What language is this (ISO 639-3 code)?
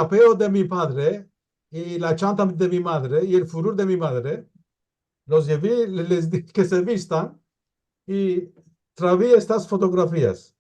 lad